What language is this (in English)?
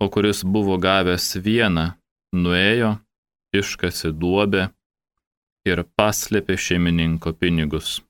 Lithuanian